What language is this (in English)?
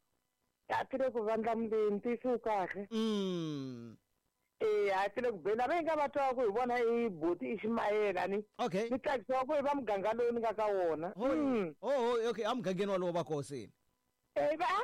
Tsonga